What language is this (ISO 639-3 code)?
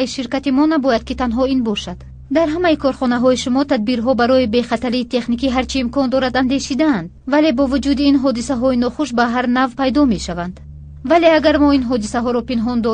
tgk